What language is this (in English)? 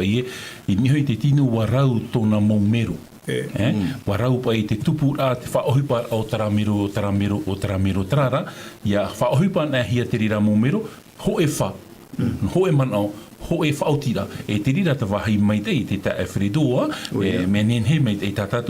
Tahitian